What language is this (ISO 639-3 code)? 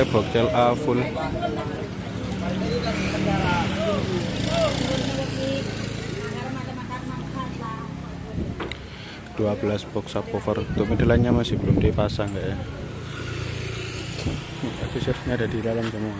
ind